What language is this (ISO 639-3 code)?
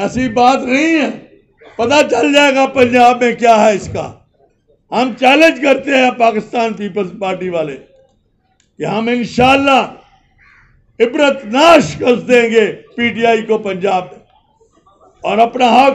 urd